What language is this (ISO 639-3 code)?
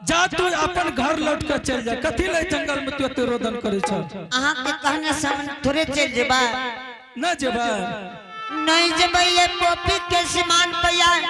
anp